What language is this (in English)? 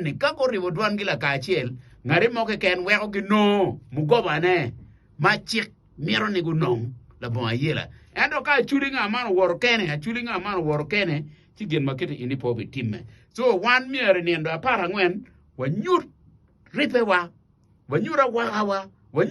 Acoli